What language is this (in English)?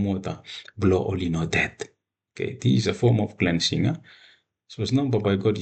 Bislama